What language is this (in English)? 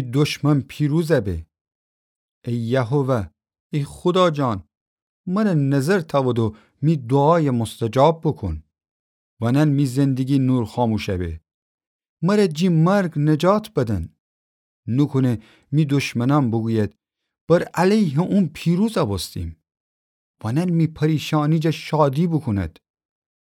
Gilaki